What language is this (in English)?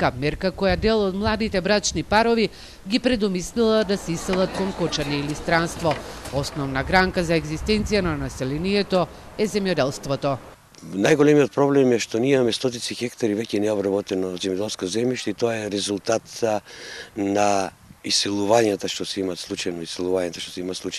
Macedonian